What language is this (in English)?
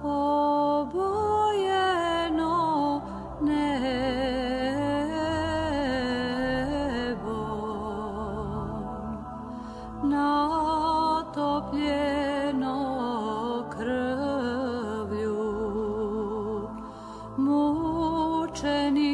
Croatian